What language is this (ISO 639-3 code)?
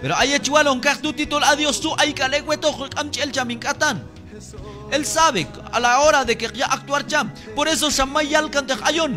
kjb